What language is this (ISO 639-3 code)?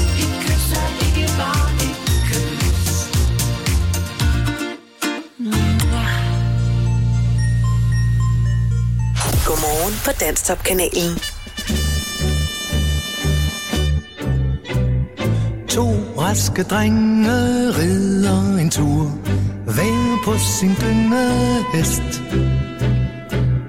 dan